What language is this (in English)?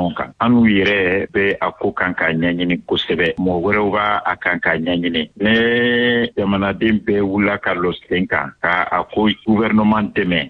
Bambara